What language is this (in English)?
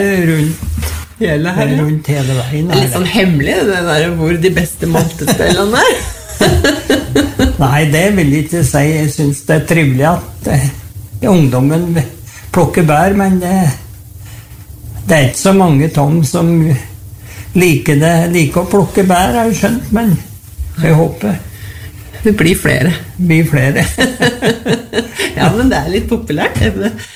Norwegian